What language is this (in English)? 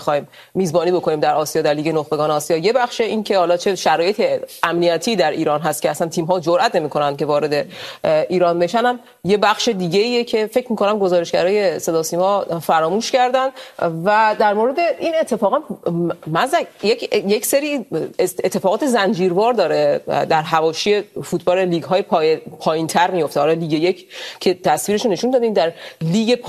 Persian